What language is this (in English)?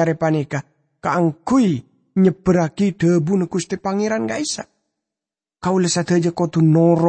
Madurese